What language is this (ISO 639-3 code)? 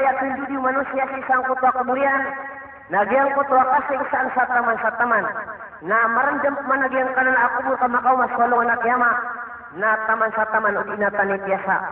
mrw